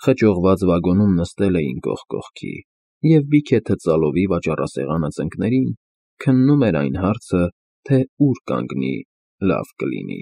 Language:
Armenian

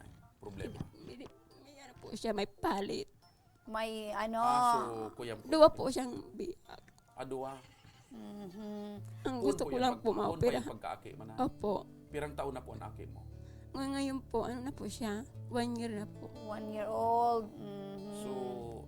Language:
Bikol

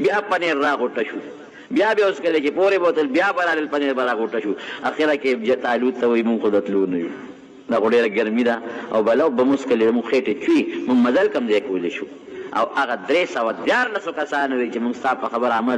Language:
Pashto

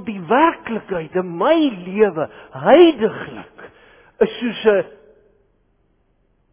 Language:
Afrikaans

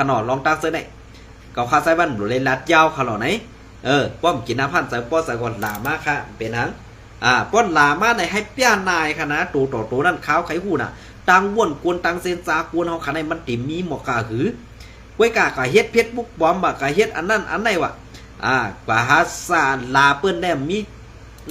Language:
Shan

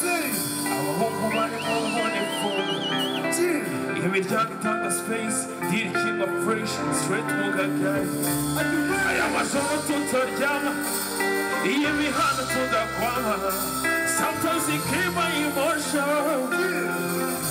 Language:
Kinyarwanda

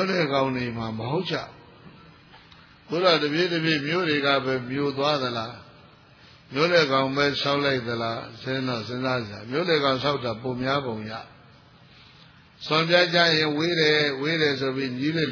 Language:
Burmese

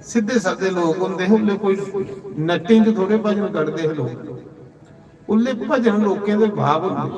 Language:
Dogri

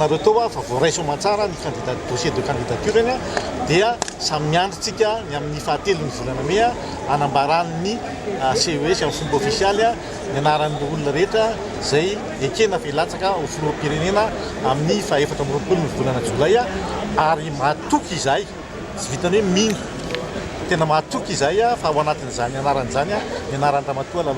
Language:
Malagasy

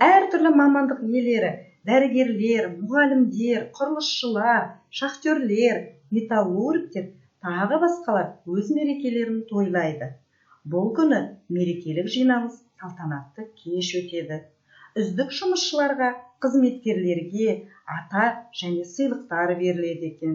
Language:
Kazakh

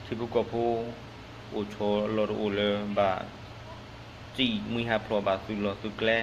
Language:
S'gaw Karen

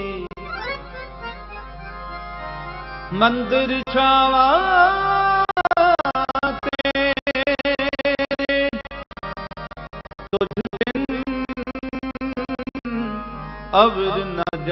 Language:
Punjabi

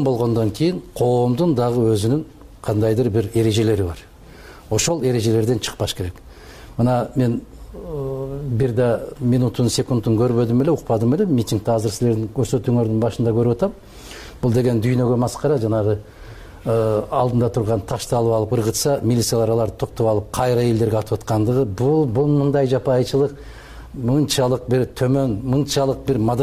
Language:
Kyrgyz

